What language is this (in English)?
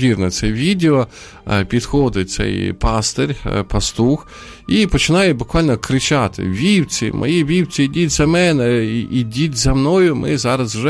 Ukrainian